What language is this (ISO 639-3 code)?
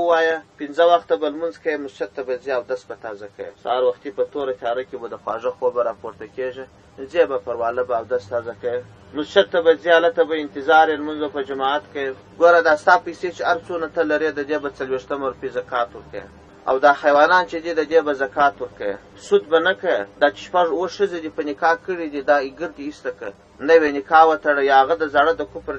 pus